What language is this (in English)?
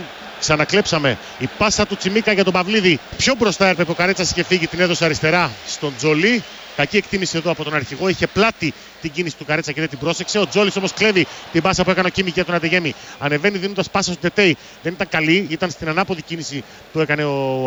Greek